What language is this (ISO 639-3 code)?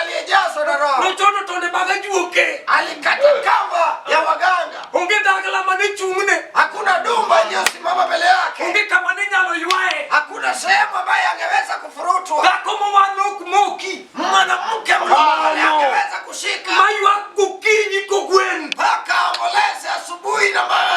luo